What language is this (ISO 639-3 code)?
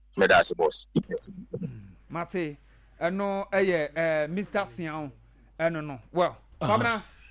aka